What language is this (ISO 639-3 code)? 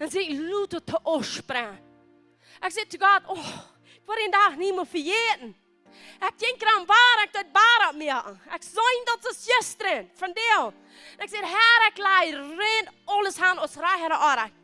pdt